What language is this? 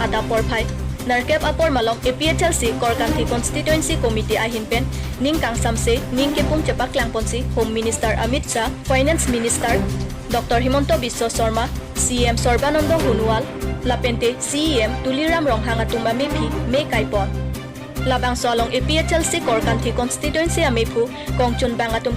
Karbi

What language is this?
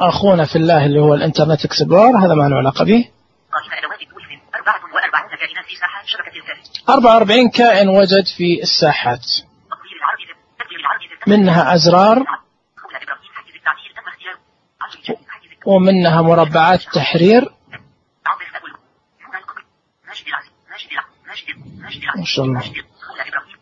Najdi Arabic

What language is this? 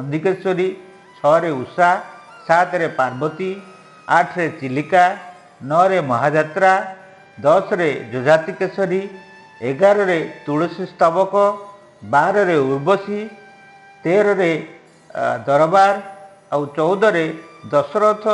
Odia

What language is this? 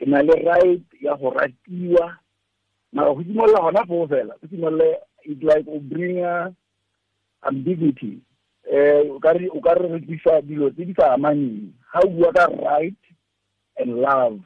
Tswana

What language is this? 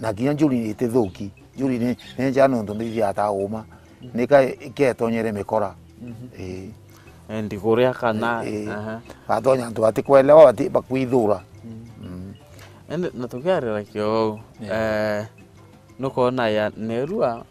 Meru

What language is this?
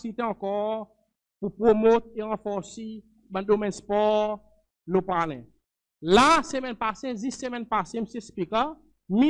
Seselwa Creole French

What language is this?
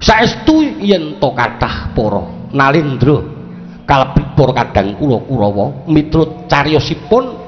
Javanese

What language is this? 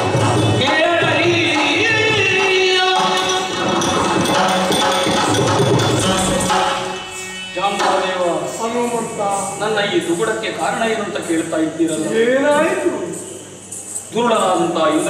Kannada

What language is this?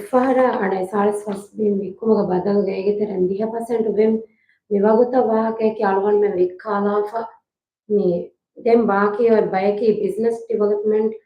Divehi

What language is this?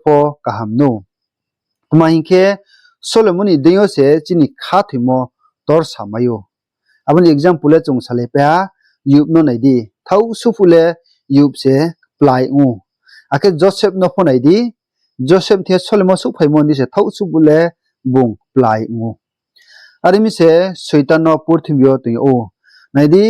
Riang (India)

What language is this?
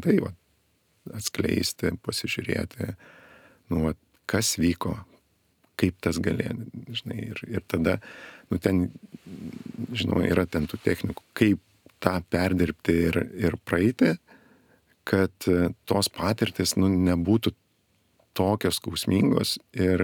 Lithuanian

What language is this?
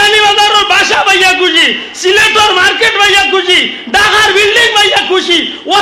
Sylheti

